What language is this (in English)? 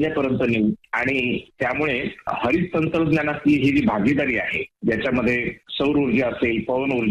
Marathi